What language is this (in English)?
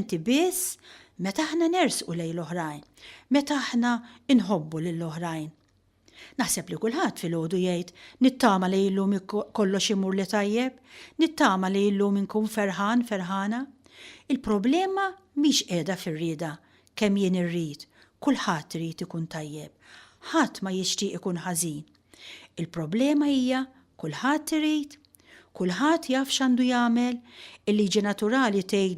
Maltese